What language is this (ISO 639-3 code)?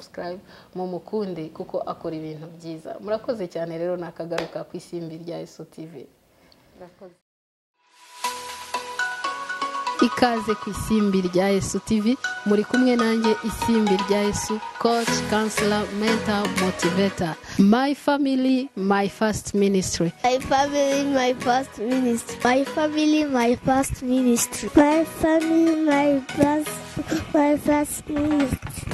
kin